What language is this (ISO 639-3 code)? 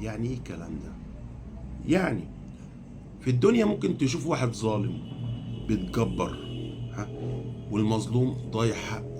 arz